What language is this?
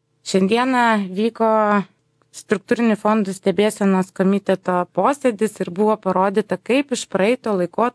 Lithuanian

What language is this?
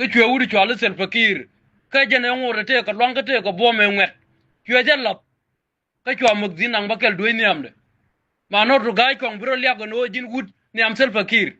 Nuer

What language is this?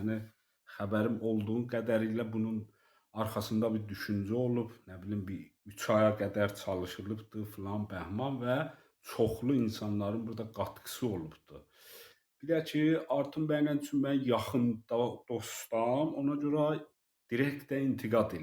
South Azerbaijani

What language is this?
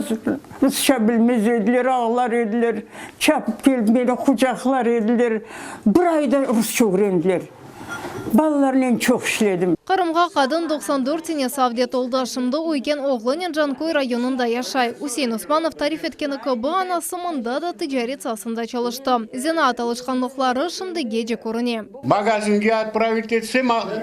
Crimean Tatar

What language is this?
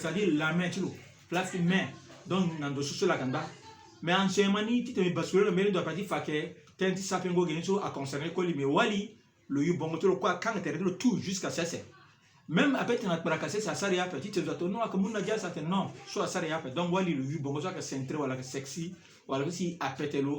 Sango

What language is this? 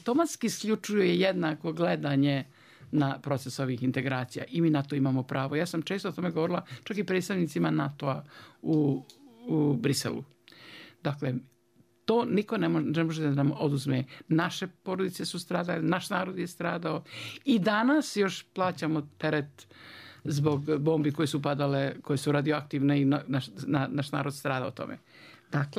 Bosnian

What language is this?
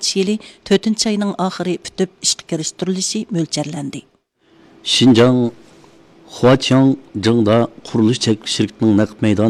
Uyghur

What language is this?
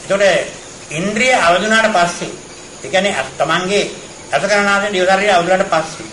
Sinhala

